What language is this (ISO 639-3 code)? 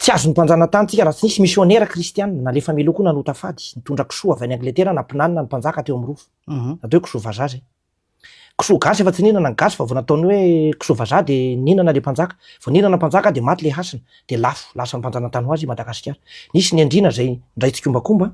mlg